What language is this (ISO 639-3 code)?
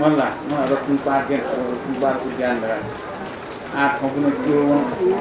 new